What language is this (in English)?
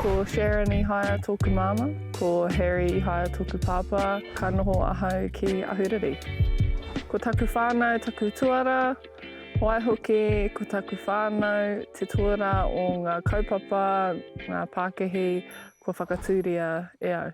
Māori